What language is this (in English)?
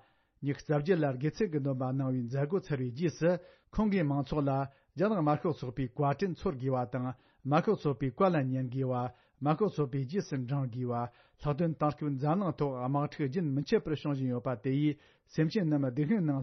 Tibetan